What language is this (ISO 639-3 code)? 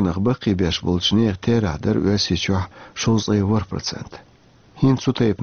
che